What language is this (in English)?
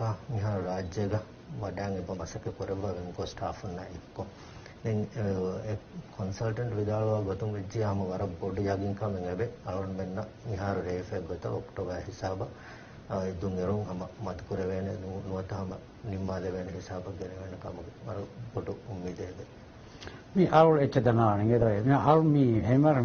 Divehi